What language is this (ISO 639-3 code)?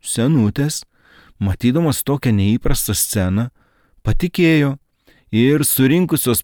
lit